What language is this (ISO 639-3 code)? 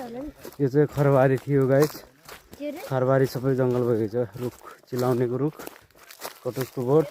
nep